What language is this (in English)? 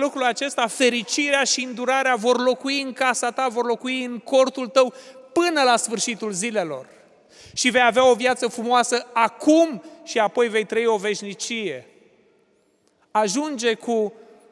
Romanian